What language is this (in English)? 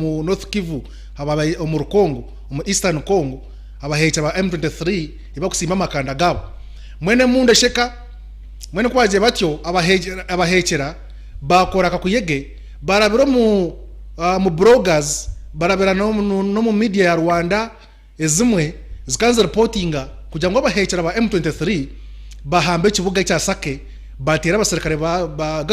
Nyankole